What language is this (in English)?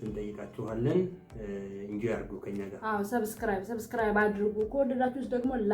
Amharic